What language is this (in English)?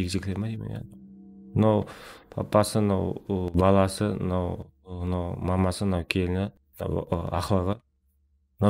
Kara-Kalpak